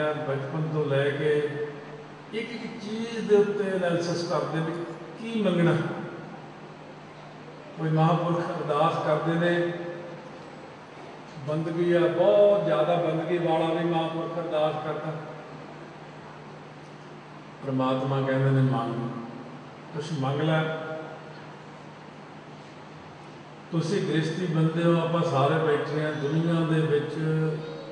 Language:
Punjabi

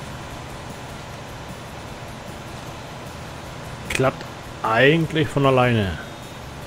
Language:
German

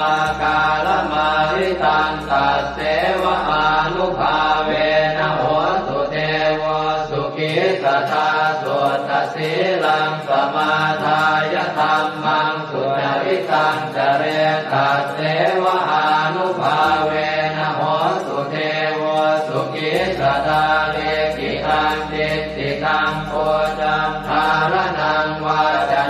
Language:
Pali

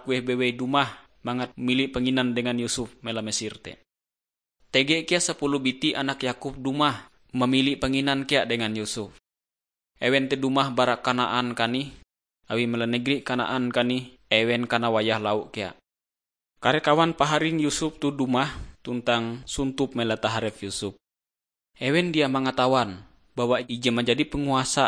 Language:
Ngaju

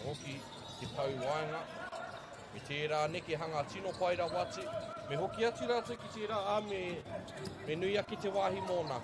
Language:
Māori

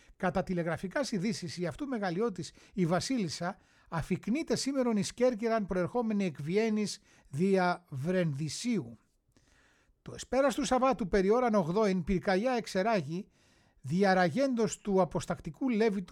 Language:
Greek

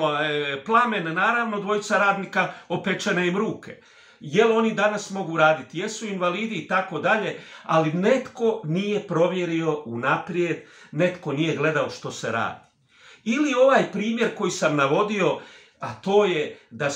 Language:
Croatian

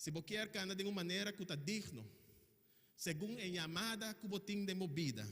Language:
Papiamento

